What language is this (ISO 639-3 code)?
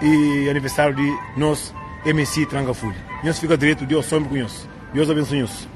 kea